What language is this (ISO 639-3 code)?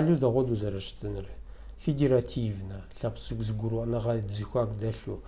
kbd